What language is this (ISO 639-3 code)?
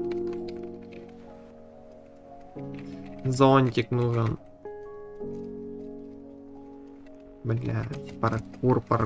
rus